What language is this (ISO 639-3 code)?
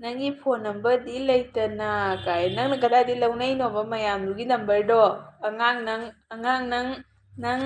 mni